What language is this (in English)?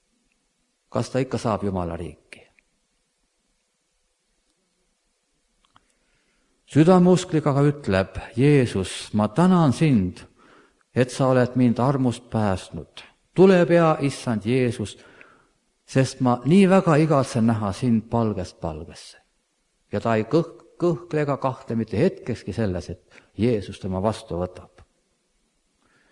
Estonian